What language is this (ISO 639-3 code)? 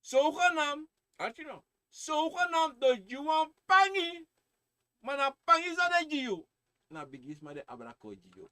srn